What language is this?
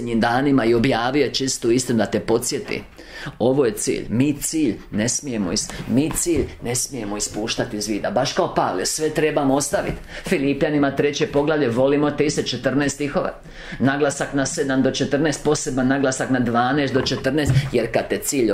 Croatian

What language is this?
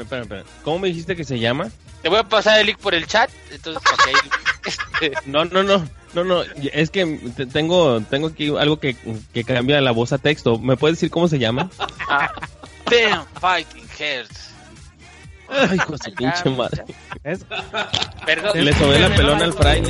Spanish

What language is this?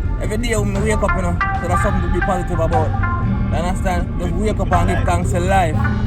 Jamaican Creole English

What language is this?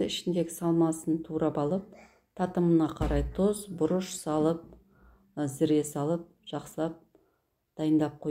Kazakh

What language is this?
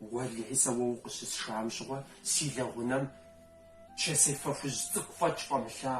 Kabardian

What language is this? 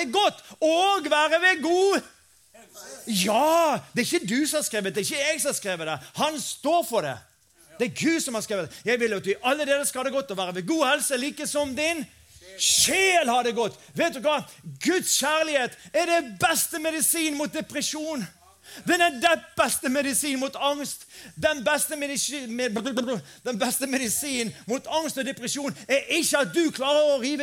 Norwegian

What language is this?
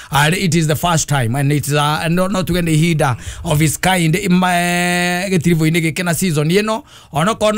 Kikuyu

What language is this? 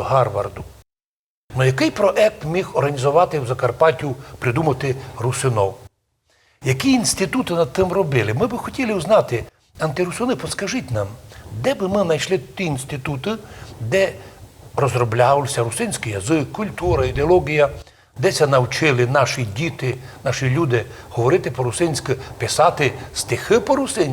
Rusyn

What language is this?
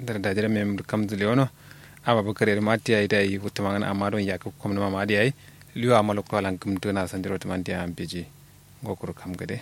Kanuri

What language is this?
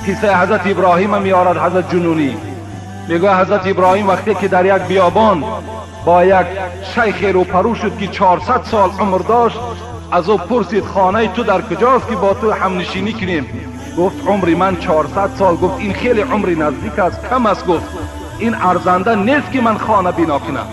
Tajik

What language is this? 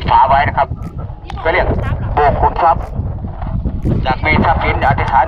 Thai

